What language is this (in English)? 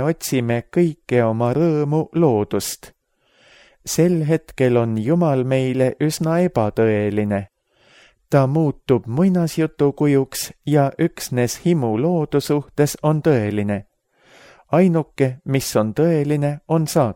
Estonian